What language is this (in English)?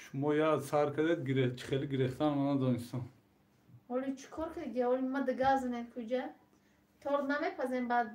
Tajik